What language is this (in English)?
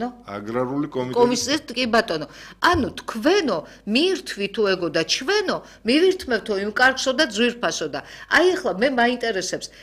Georgian